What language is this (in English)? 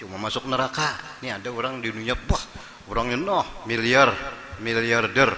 Banjar